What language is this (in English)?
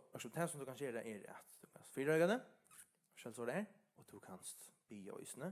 Faroese